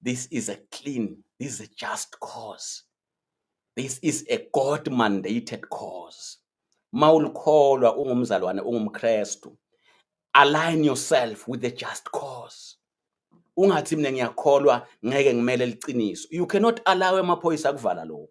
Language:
Swati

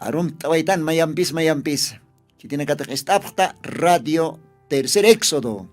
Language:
Aymara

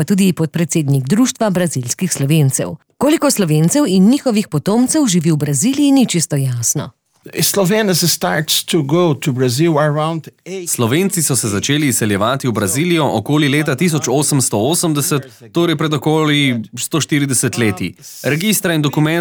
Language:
Slovenian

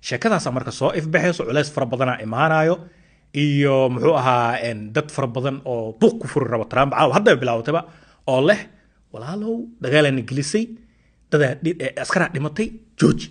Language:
Somali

